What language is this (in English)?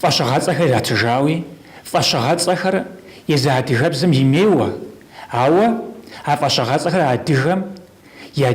Kabardian